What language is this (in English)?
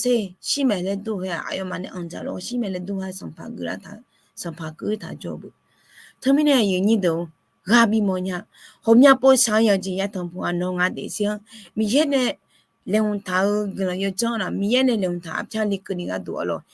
Akha